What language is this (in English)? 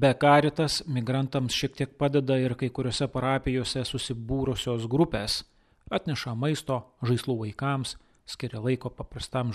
Lithuanian